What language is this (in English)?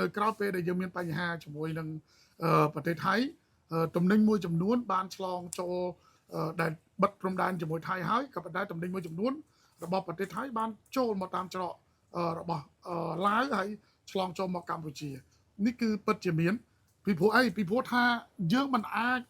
Khmer